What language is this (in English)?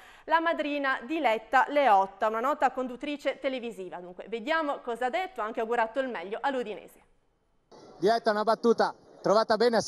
Italian